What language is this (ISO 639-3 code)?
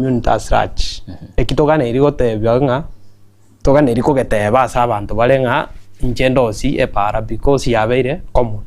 guz